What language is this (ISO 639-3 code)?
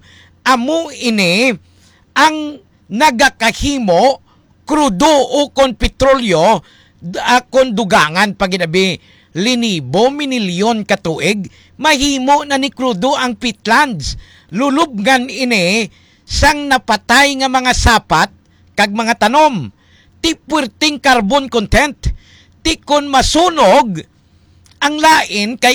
hil